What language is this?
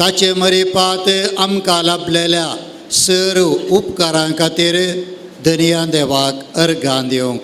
Konkani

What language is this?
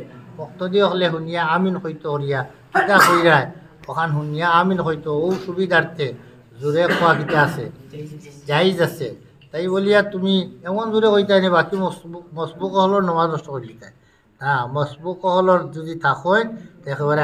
Sylheti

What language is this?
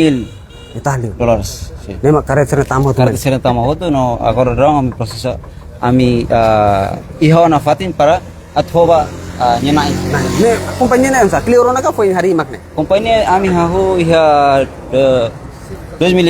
Tetum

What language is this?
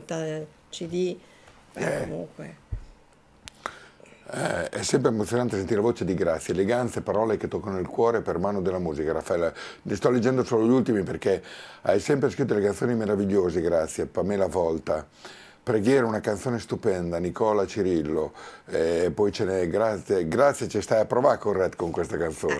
Italian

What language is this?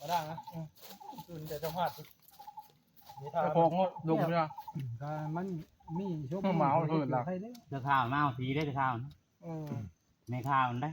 Northeastern Thai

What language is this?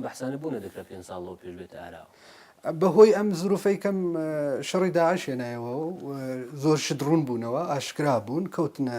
Central Kurdish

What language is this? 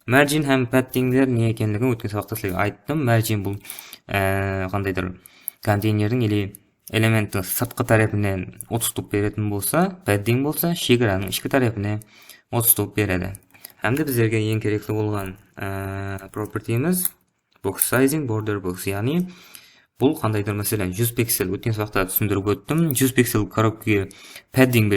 Kara-Kalpak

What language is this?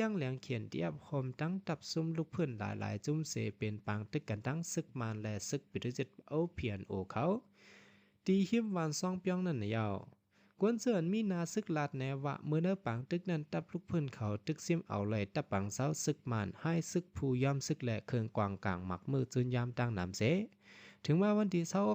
Shan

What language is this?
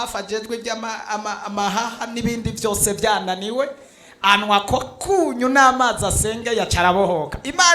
Rundi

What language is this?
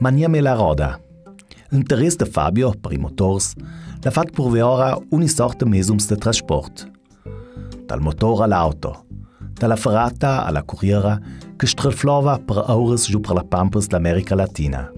Ladin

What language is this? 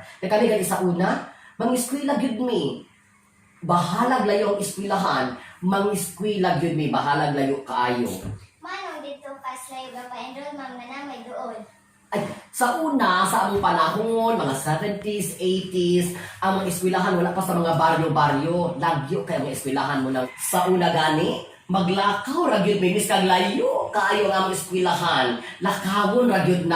Cebuano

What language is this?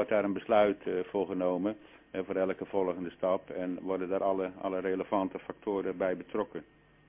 Dutch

